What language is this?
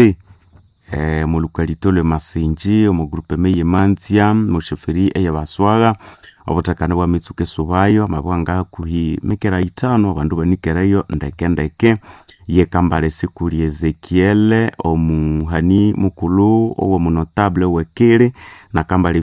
Nande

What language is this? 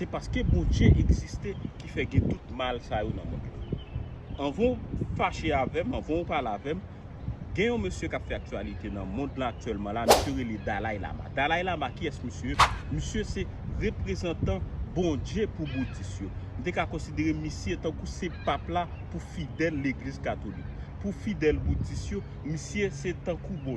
Haitian Creole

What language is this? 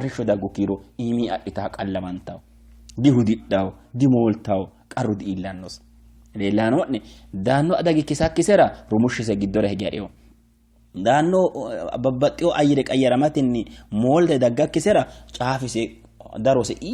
Sidamo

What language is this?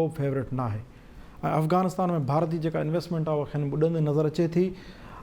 Sindhi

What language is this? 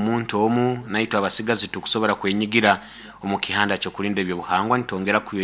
Nyoro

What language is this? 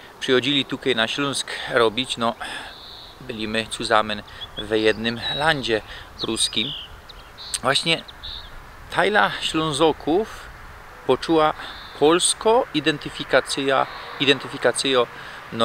Silesian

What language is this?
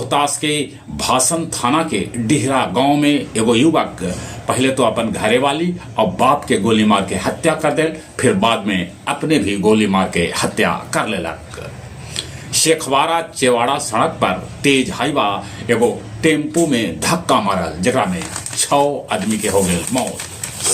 Magahi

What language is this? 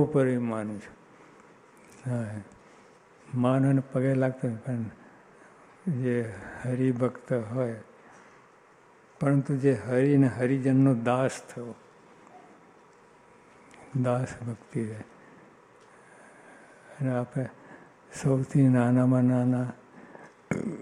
Gujarati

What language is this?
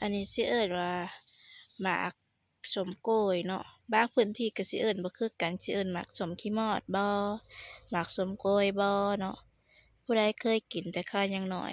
Lao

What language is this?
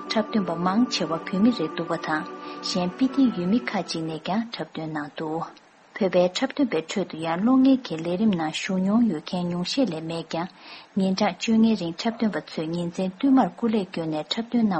Tibetan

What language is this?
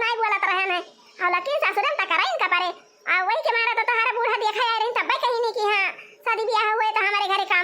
Awadhi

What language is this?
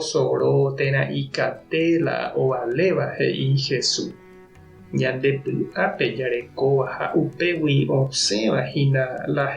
Guarani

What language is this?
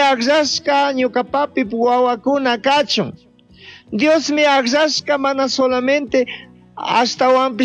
Chimborazo Highland Quichua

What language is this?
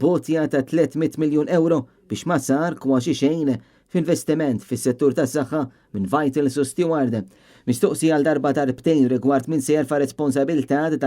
Maltese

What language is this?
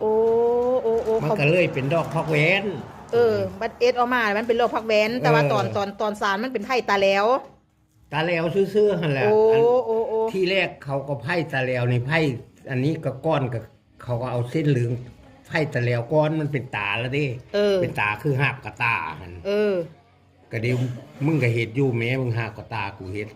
Northeastern Thai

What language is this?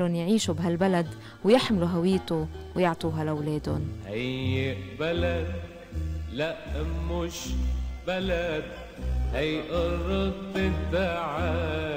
North Levantine Arabic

